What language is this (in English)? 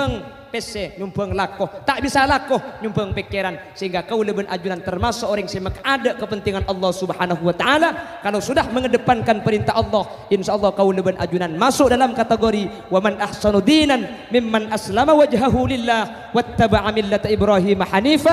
Madurese